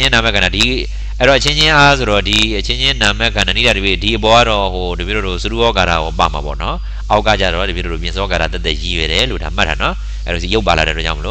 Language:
Burmese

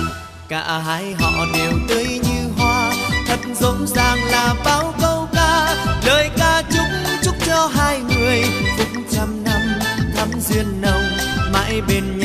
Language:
Vietnamese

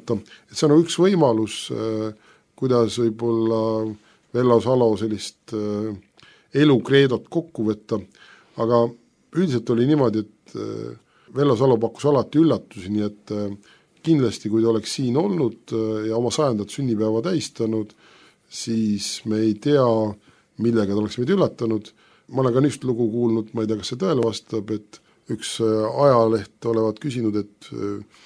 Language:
Estonian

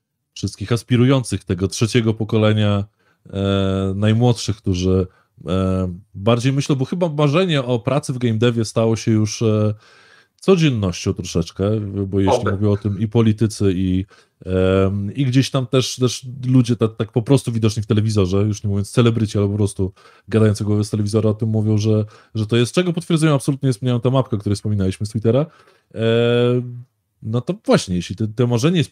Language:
Polish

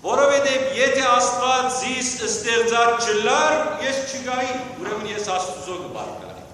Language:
Western Armenian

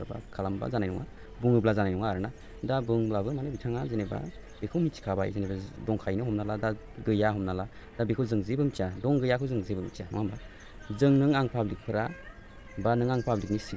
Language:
Bodo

